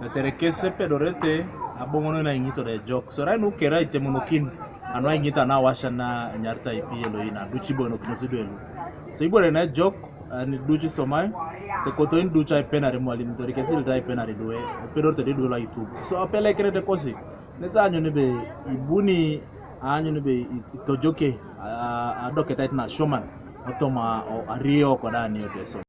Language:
Teso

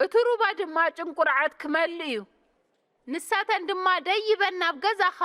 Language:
Tigrinya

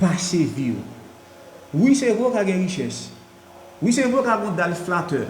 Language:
Haitian Creole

